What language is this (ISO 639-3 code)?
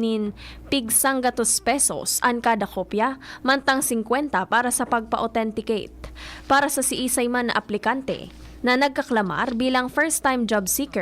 bik